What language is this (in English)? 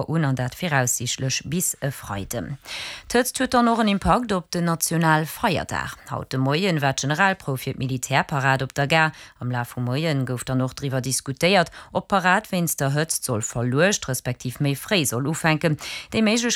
Luxembourgish